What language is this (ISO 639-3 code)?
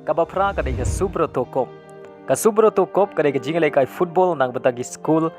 kha